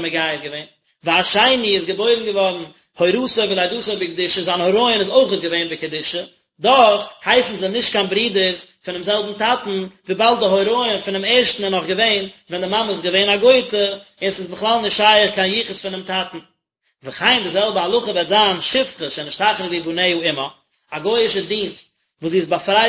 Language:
Yiddish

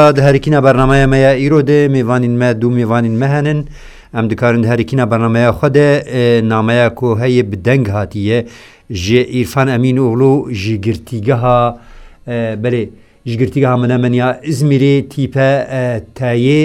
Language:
Kurdish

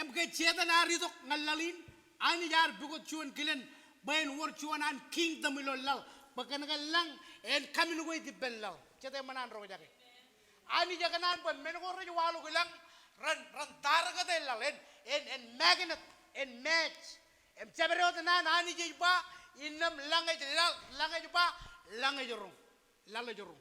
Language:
Marshallese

